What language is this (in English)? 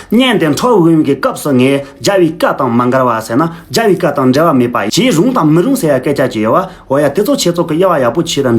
Tibetan